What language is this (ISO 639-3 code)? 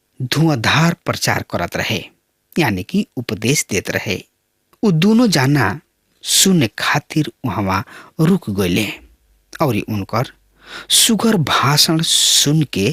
bho